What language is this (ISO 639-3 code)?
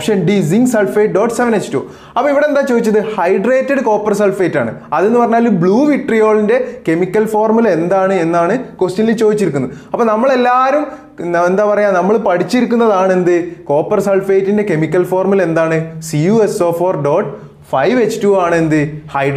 mal